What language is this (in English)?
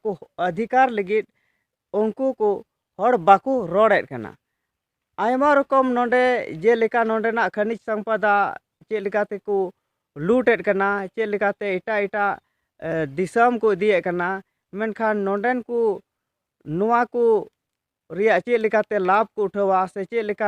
Santali